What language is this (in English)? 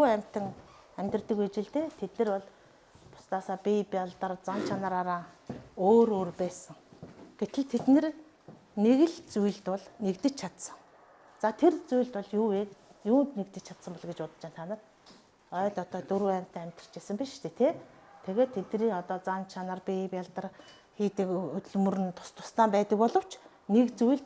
Mongolian